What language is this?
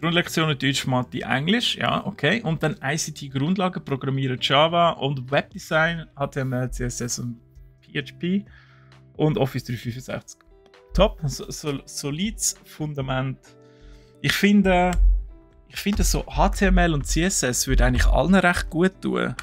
Swiss German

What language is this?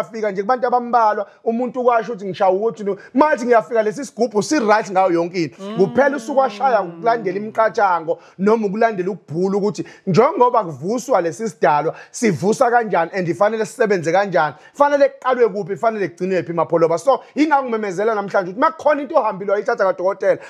Zulu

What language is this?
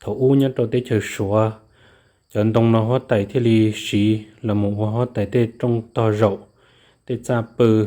Hmong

